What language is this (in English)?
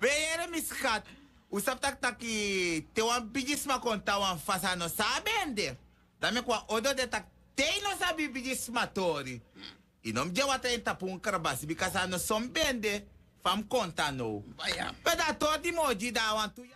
Sranan Tongo